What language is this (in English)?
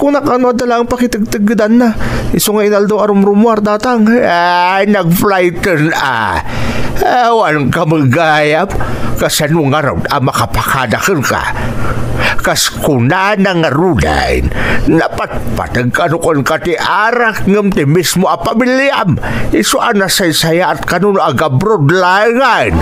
Iloko